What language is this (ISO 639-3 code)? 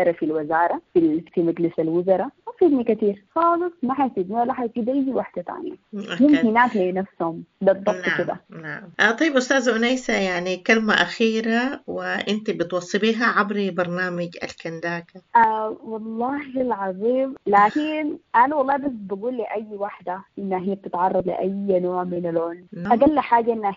apd